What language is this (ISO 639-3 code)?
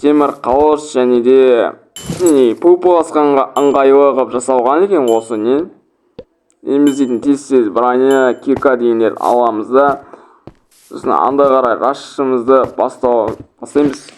kaz